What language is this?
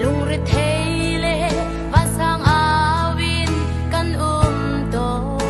Hakha Chin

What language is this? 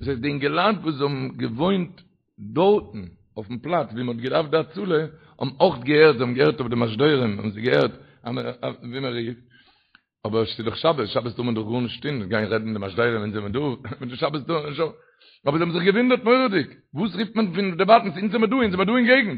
Yiddish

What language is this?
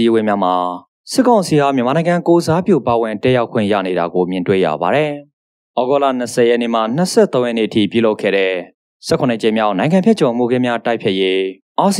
Burmese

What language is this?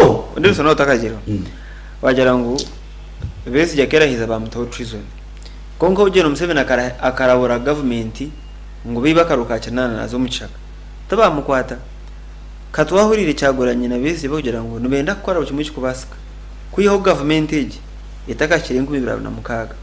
Nyankole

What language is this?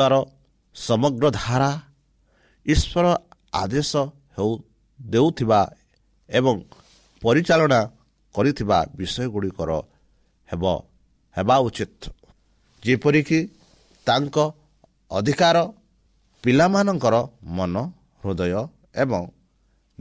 Odia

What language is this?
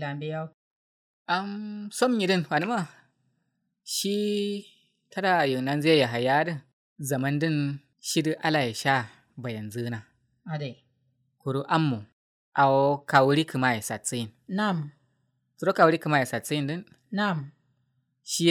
Kanuri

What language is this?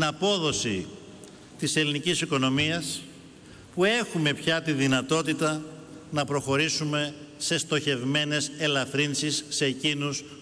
Greek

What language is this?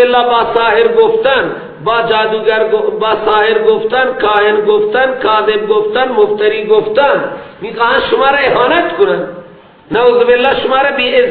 Persian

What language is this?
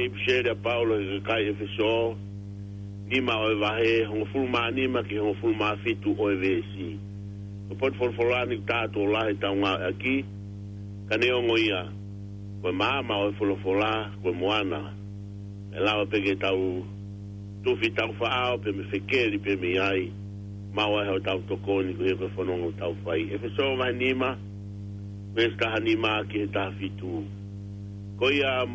Tongan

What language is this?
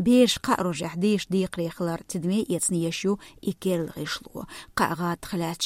Chechen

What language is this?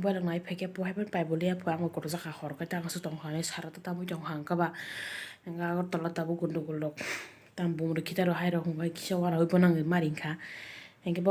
Kok Borok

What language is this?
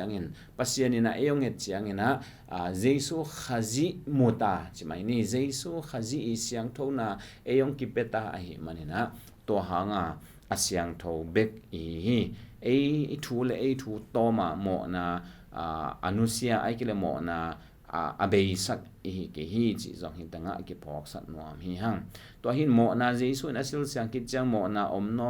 Tedim Chin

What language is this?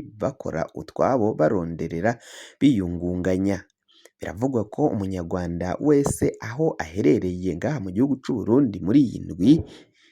Rundi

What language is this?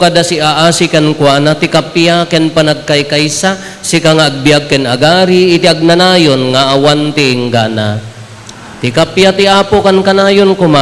Iloko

